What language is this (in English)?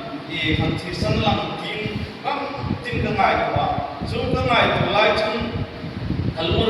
Hmar